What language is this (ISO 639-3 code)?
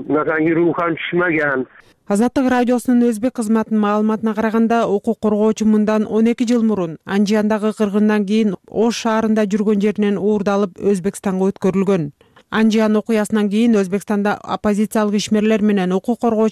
kir